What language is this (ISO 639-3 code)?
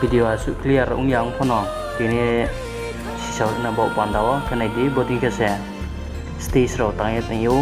ria